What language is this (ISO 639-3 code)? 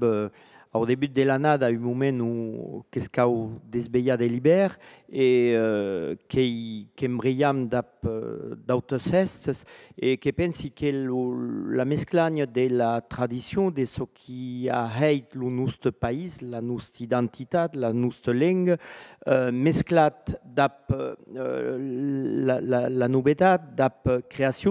oci